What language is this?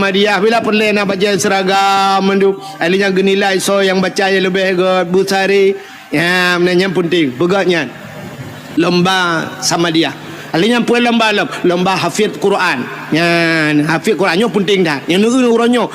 Achinese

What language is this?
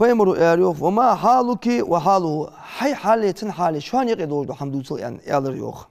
Ingush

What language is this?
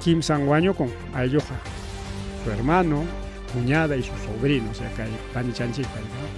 Ayacucho Quechua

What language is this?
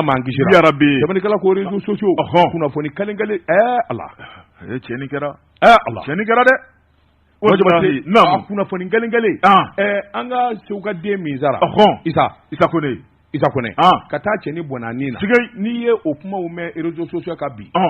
Bambara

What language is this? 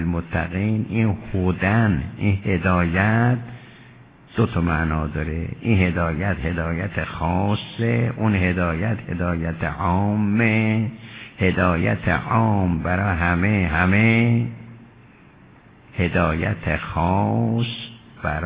Persian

